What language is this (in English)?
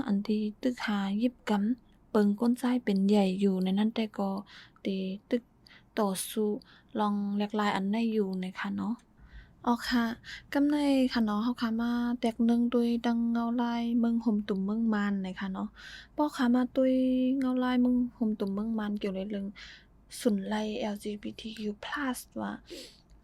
Shan